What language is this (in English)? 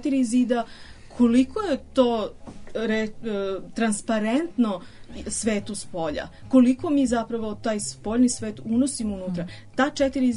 Serbian